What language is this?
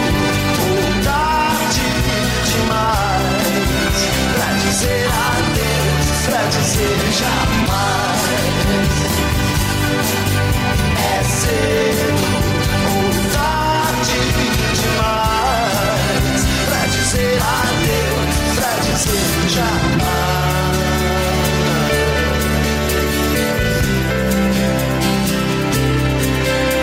Portuguese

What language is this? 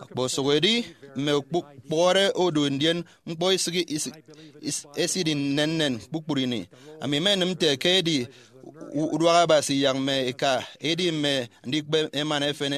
Efik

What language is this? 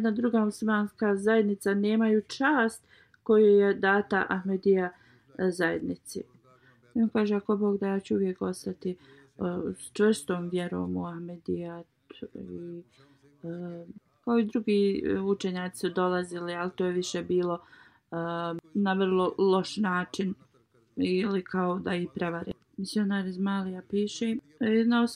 Bosnian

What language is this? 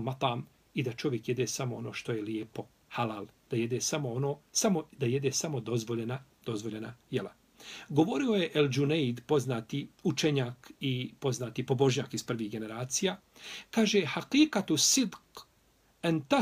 Bosnian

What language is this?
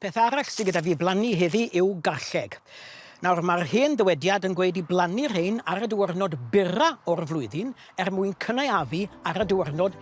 Welsh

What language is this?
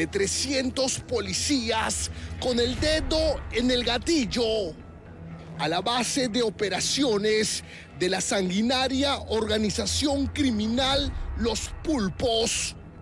Spanish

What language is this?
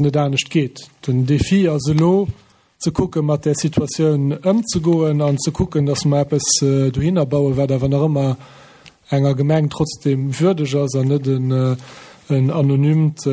Luxembourgish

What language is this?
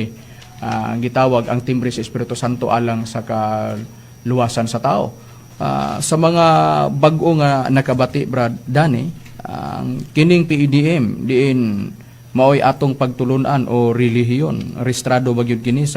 Cebuano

